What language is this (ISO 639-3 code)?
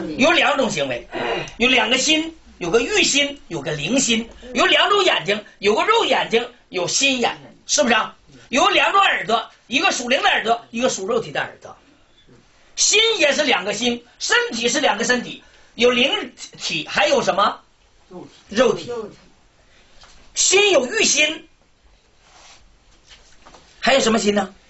zho